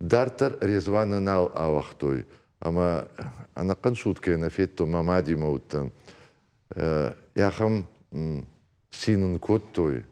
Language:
Ossetic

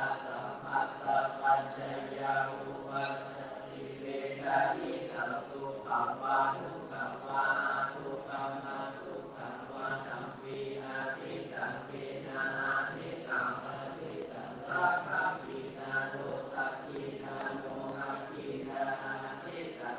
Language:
Pali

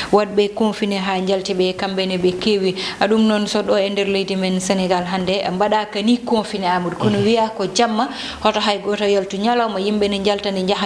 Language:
Fula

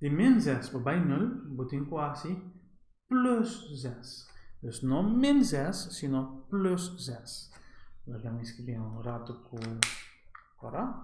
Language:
Papiamento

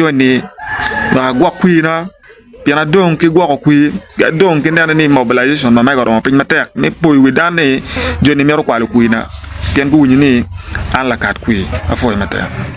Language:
Acoli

